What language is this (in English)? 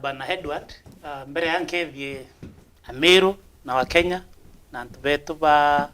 Meru